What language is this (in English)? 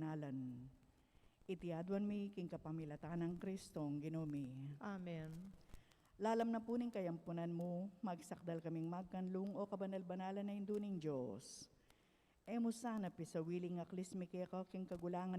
Pampanga